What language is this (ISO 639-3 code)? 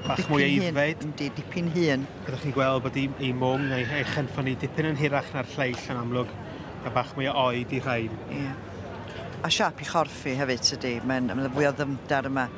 cym